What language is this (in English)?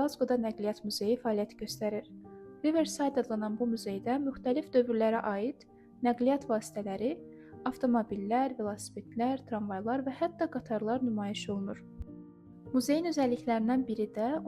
Azerbaijani